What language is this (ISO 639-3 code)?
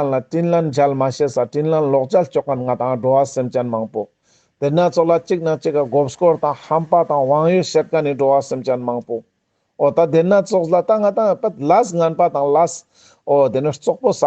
lbj